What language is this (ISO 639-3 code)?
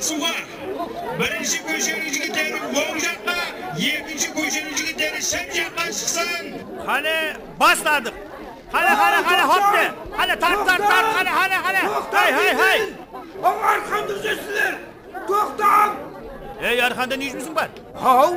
kaa